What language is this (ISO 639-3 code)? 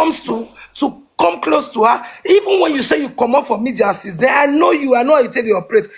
pcm